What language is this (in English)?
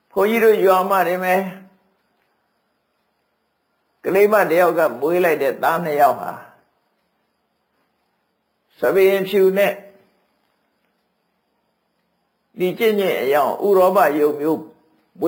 Burmese